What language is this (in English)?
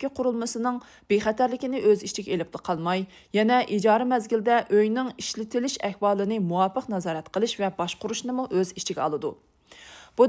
Uyghur